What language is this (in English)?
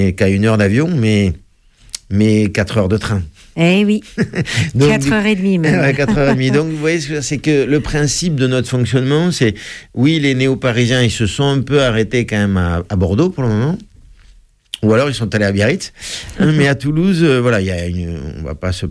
French